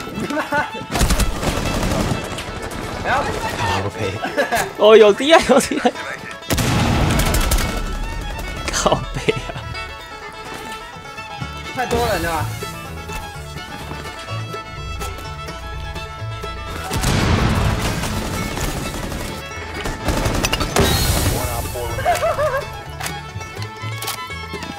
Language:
Chinese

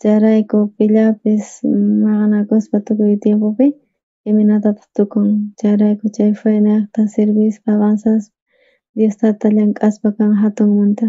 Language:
South Bolivian Quechua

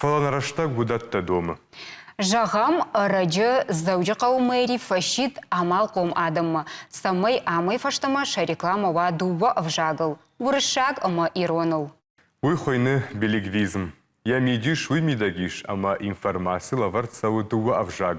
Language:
Ossetic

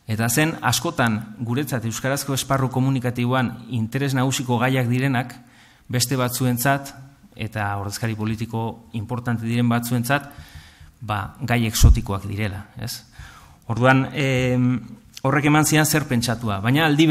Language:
Basque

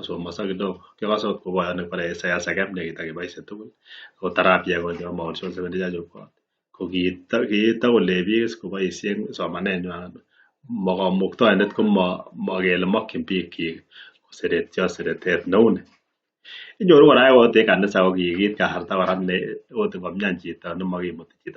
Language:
Kalenjin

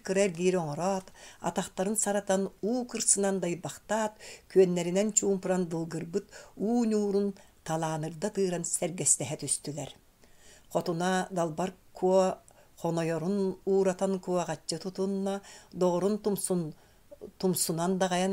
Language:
Yakut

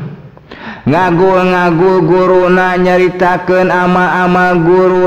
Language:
Sundanese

